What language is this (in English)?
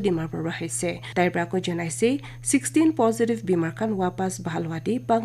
Naga Pidgin